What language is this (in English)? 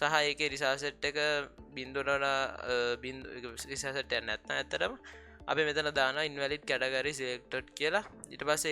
Sinhala